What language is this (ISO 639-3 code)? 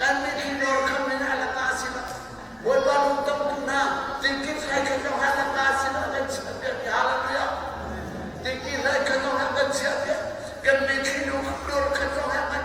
cnh